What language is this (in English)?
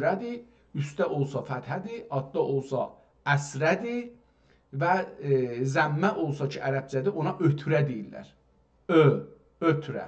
South Azerbaijani